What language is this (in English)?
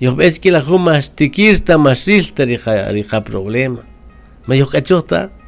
Kaqchikel